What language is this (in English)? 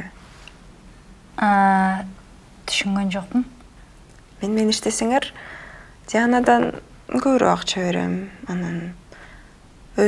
Kyrgyz